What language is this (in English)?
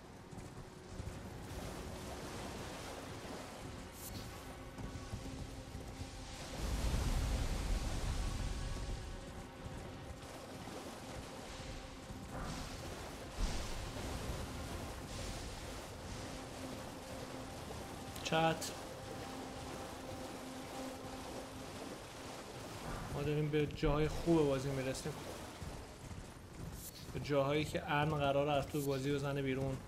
Persian